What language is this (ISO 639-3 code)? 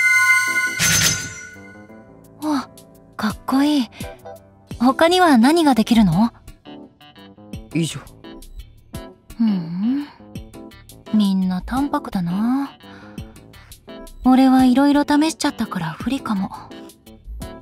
jpn